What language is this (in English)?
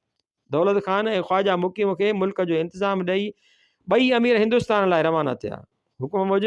Sindhi